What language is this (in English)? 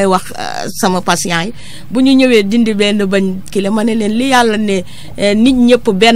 Wolof